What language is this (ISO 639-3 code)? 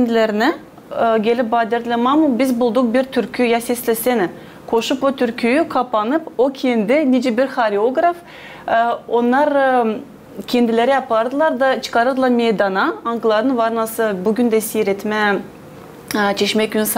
gag